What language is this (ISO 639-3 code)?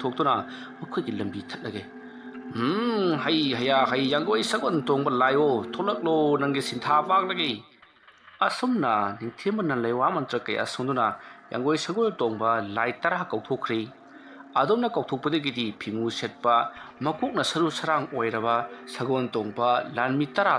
mni